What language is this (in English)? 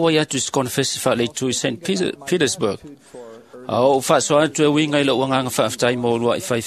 Samoan